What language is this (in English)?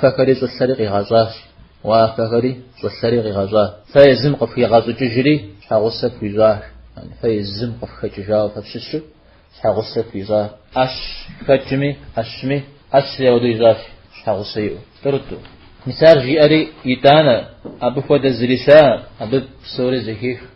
Kabardian